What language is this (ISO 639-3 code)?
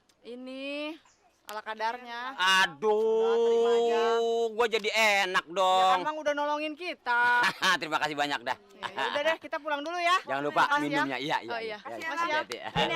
bew